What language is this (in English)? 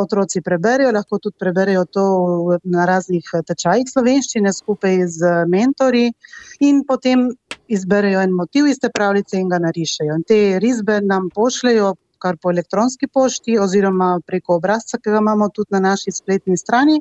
Slovenian